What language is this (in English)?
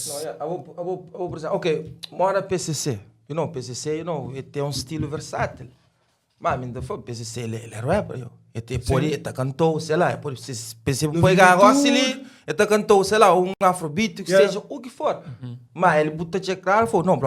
Kabuverdianu